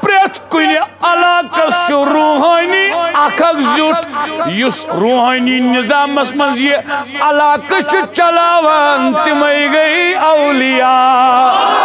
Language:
Kashmiri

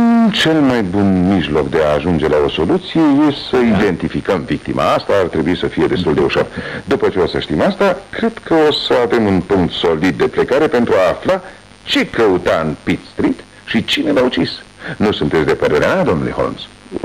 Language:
Romanian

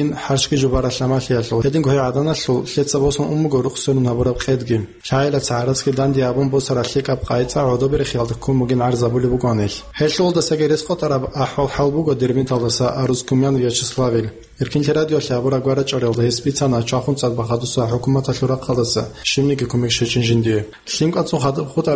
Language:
Avaric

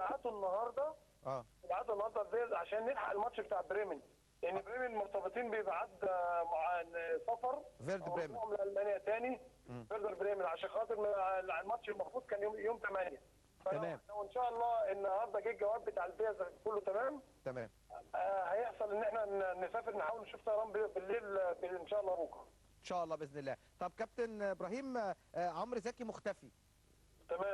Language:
Egyptian Arabic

